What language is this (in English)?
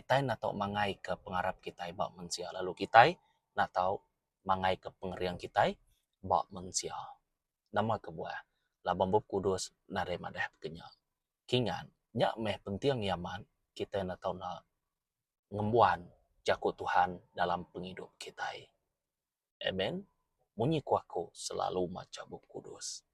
Iban